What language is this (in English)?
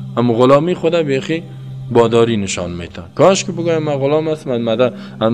Persian